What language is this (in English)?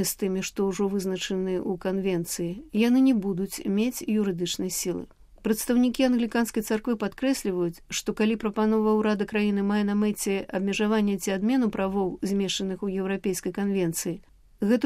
Belarusian